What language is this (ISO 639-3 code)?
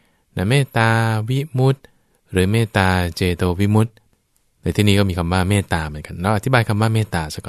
tha